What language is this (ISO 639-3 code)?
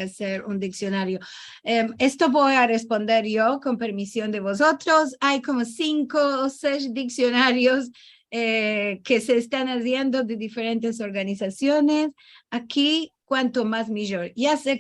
lad